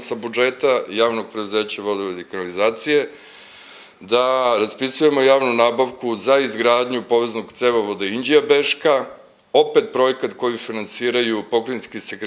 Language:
Serbian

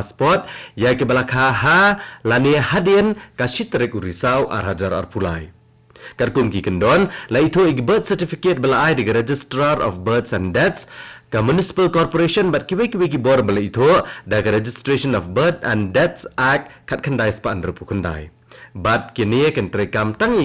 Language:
Khasi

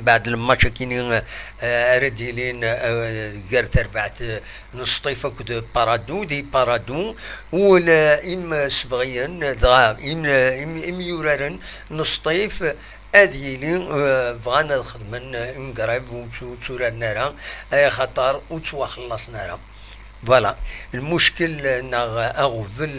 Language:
Kabyle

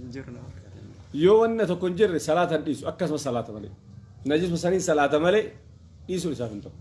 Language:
Oromo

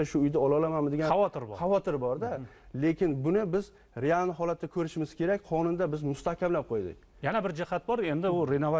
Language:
Uzbek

